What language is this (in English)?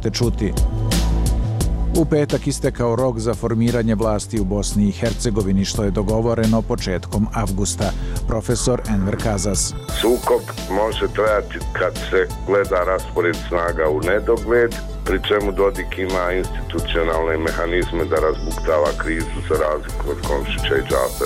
Bosnian